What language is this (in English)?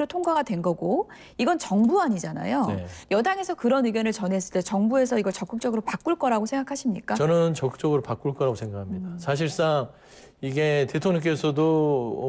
Korean